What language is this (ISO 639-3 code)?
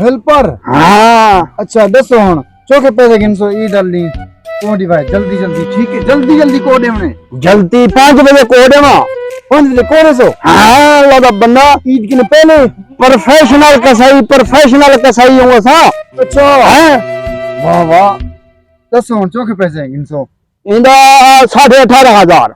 skr